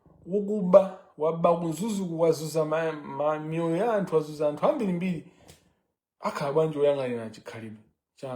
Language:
Nyanja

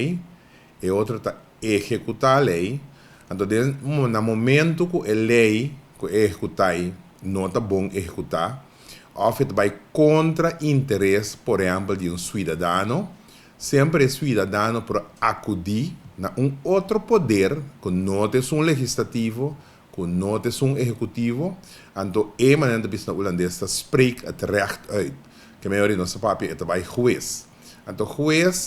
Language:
Papiamento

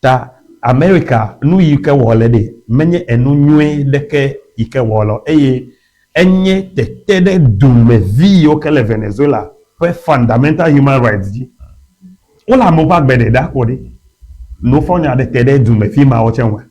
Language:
Ewe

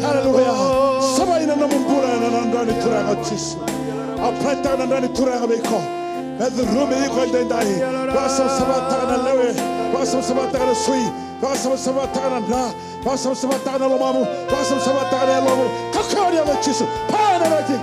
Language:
Fijian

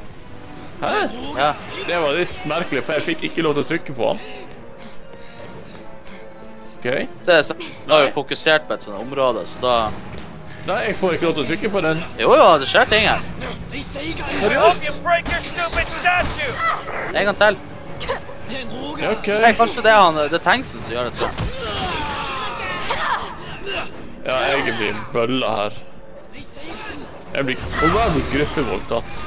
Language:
Norwegian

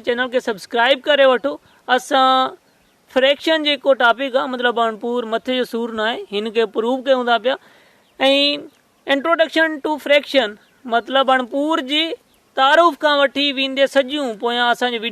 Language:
Sindhi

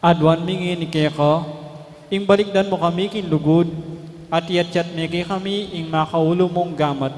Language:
Pampanga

